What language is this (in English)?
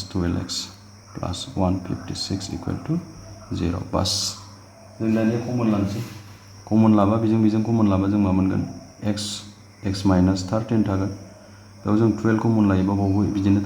Bodo